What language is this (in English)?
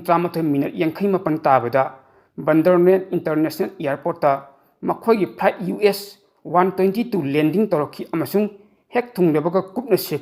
Manipuri